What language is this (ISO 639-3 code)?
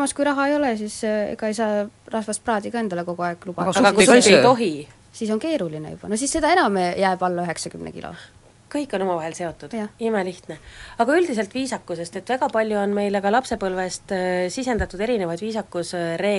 est